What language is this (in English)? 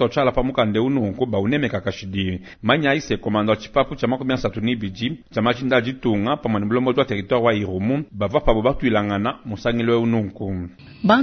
Luba-Lulua